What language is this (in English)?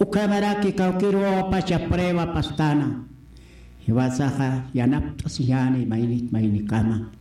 Aymara